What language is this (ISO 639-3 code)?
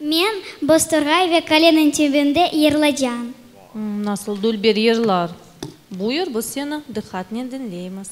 crh